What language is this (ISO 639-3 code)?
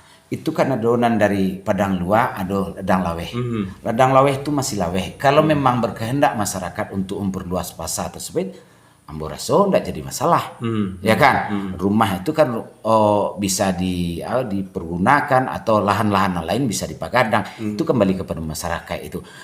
min